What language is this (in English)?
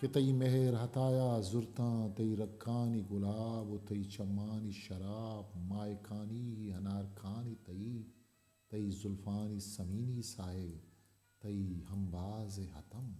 Eastern Balochi